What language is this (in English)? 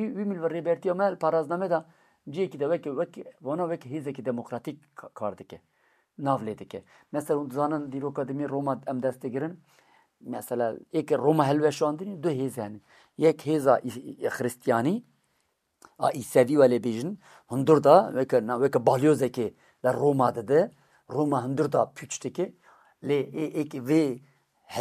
Kurdish